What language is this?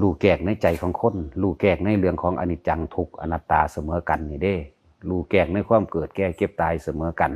Lao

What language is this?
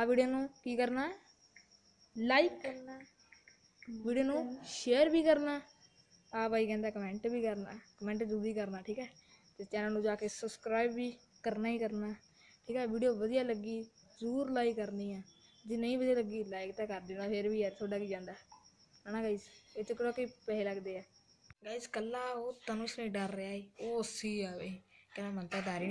Punjabi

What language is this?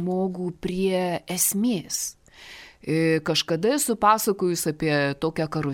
Lithuanian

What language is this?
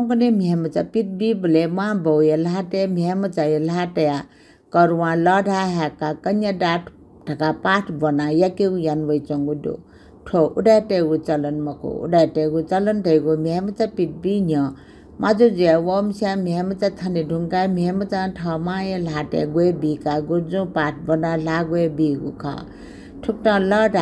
Newari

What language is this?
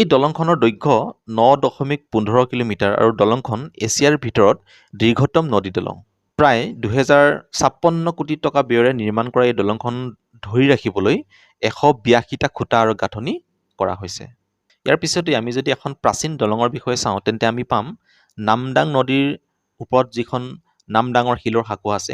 Assamese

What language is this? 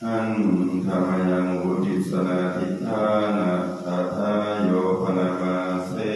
Pali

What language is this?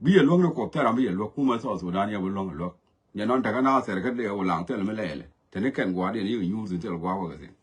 Nuer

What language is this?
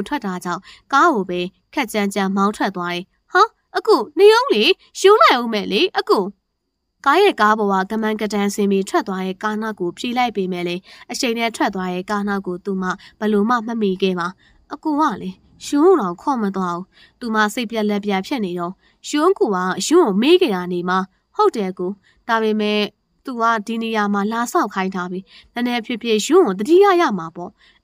Burmese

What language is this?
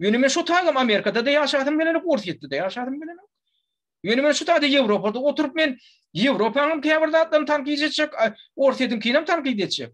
Turkmen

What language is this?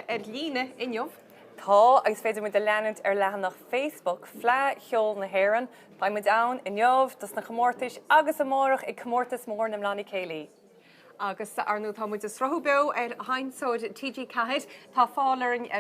Irish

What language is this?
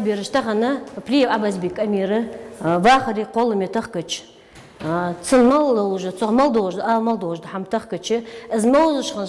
Ingush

